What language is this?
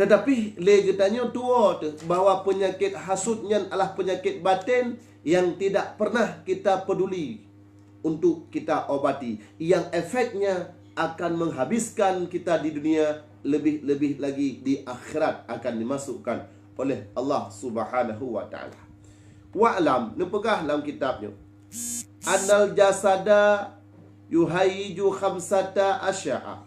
Achinese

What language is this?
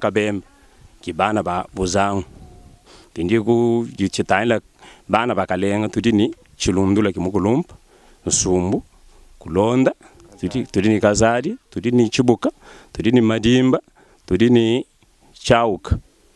Luba-Lulua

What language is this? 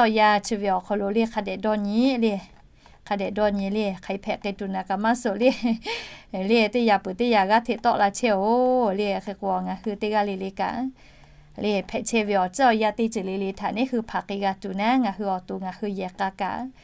Lahu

